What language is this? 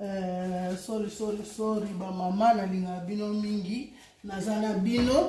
Lingala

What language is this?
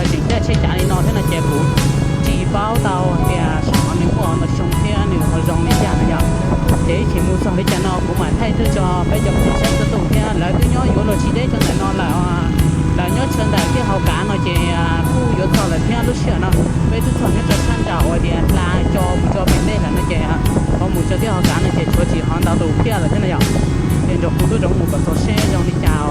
Hmong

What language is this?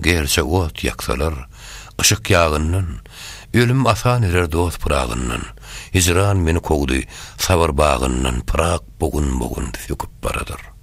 Turkmen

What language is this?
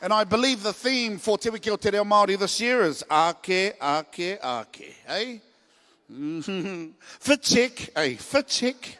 Māori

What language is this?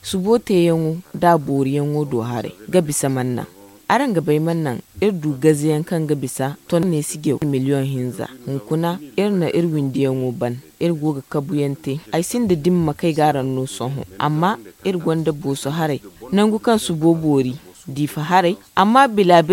Zarma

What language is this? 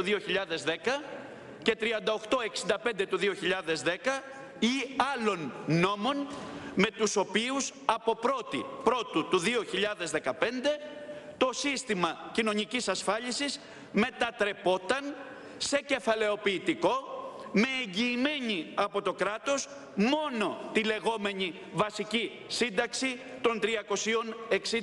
Greek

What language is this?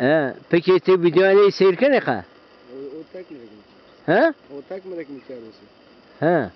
Zaza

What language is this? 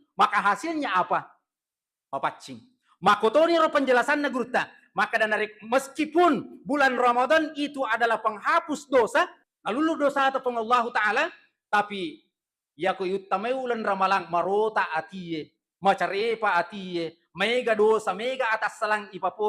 Buginese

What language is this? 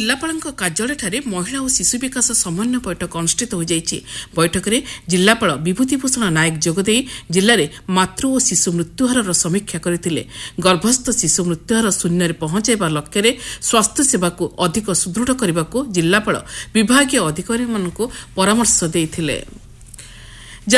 Odia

